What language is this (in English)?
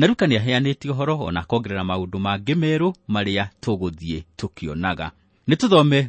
Kikuyu